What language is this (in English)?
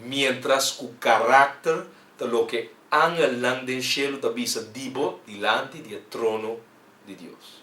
Papiamento